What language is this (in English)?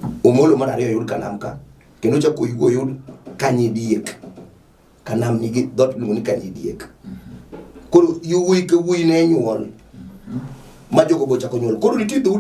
Luo (Kenya and Tanzania)